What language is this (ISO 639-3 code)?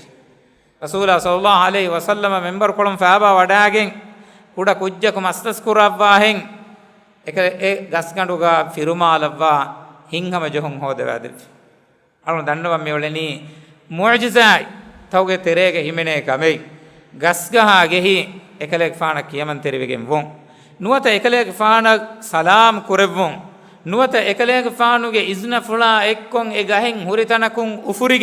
div